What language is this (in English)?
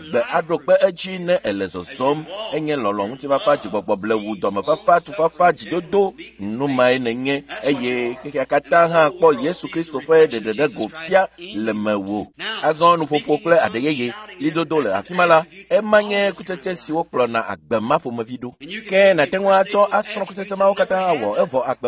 Ewe